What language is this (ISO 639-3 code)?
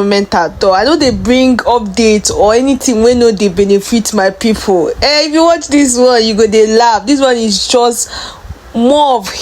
pcm